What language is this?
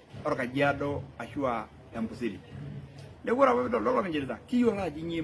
Masai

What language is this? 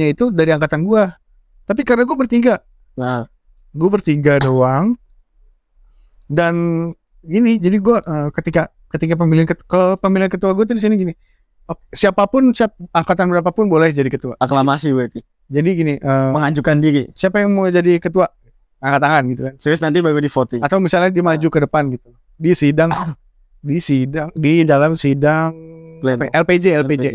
Indonesian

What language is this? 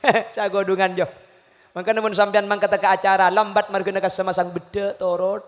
Madurese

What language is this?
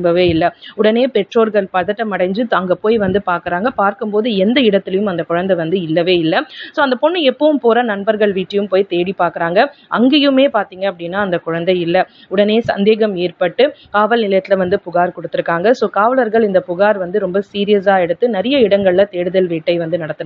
Tamil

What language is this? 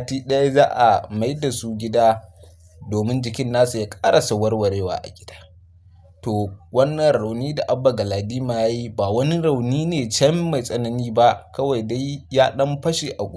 Hausa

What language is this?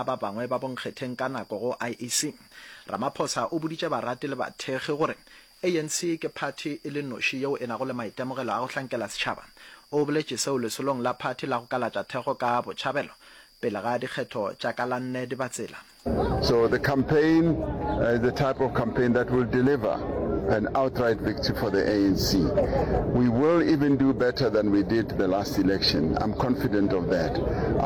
Northern Sotho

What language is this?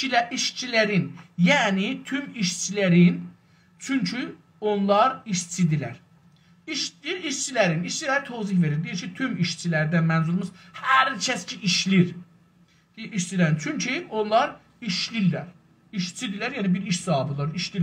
South Azerbaijani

